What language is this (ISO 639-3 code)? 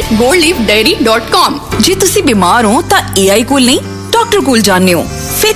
pan